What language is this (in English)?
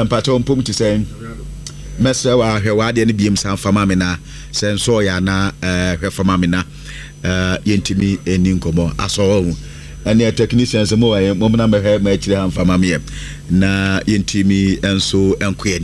Akan